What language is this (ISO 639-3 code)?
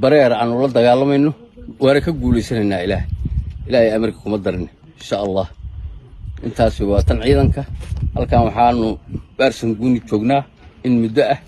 som